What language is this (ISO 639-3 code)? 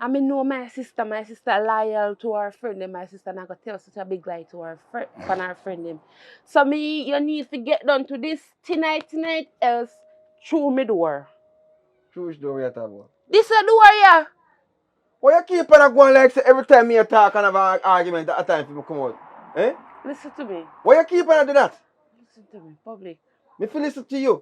jam